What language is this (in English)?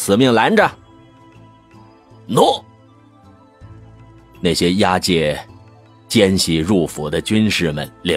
Chinese